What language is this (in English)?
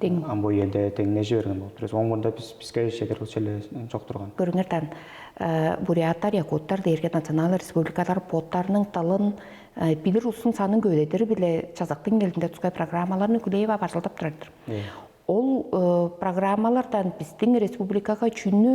Tuvinian